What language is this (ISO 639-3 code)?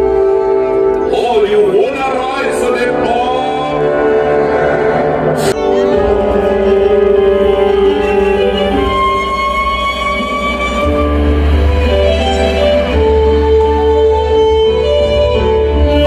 tha